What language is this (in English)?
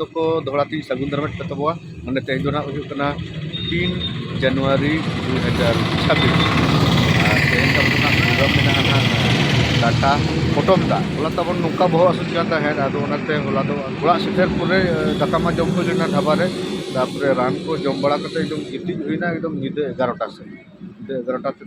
Santali